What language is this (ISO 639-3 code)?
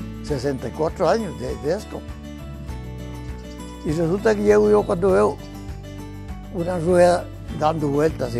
spa